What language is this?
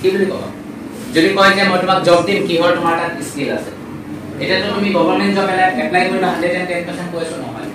Assamese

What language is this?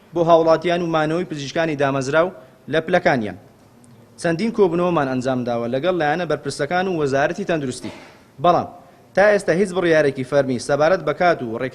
Central Kurdish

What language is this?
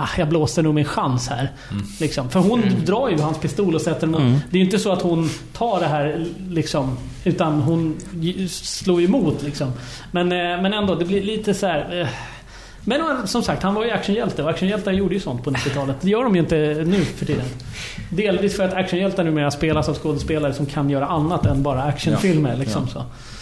Swedish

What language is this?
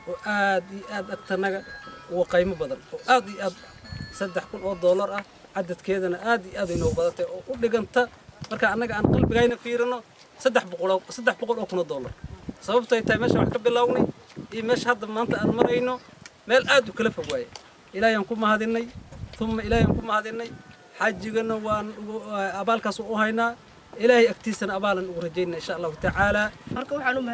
Somali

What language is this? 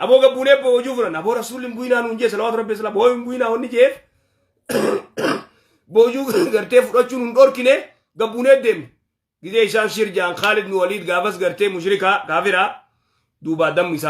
Oromo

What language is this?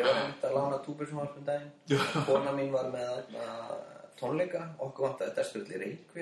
Icelandic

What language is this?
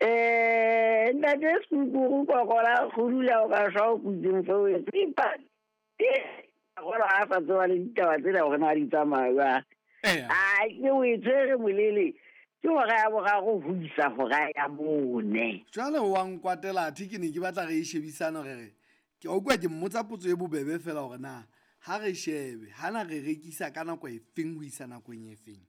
Southern Sotho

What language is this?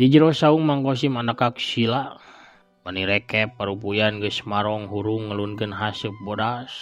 Sundanese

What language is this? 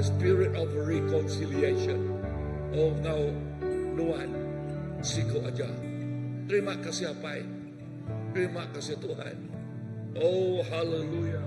Iban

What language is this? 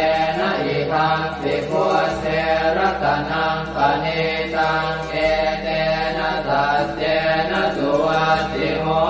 Pali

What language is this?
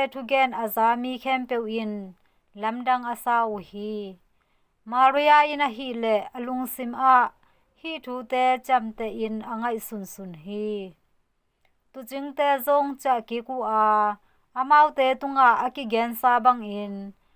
Tedim Chin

